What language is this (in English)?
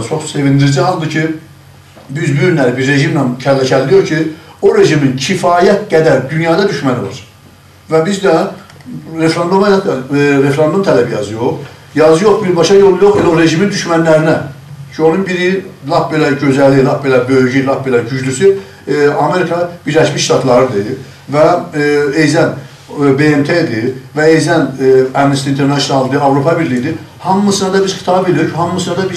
South Azerbaijani